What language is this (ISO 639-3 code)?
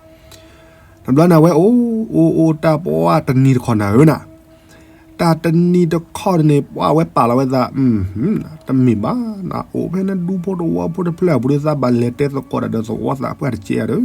ksw